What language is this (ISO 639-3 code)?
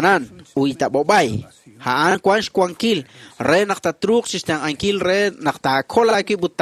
kek